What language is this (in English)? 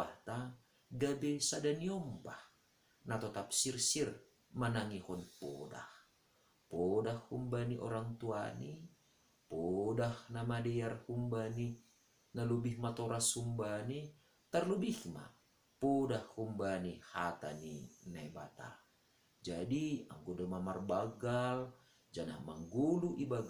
Batak Simalungun